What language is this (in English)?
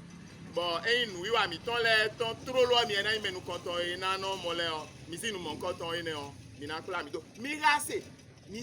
Fon